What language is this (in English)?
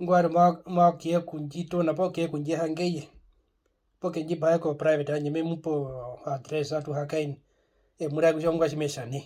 Herero